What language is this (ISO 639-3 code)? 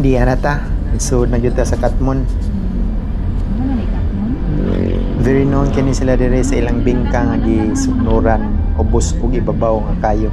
ceb